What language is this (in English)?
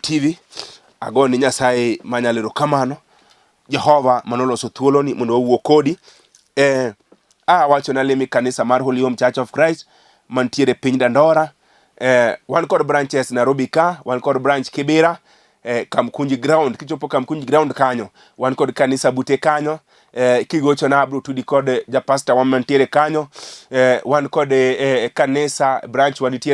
Luo (Kenya and Tanzania)